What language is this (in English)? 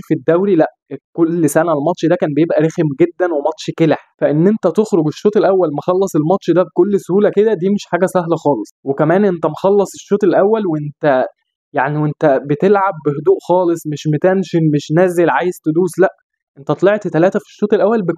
Egyptian Arabic